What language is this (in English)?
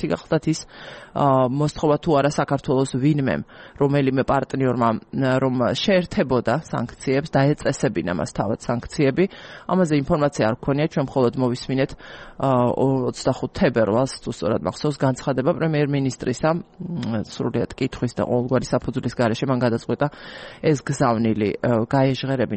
Georgian